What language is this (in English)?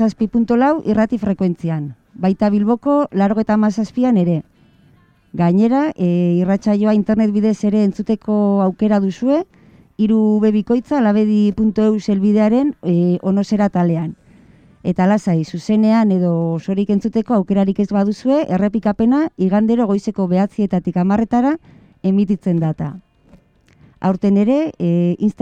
Basque